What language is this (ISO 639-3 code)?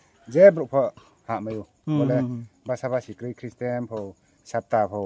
ria